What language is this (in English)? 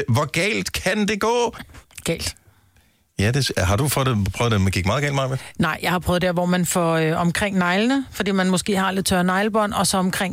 Danish